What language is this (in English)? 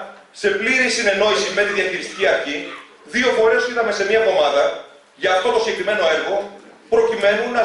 Greek